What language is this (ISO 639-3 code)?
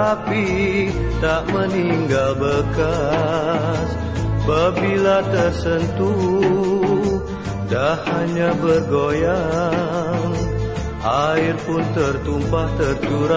msa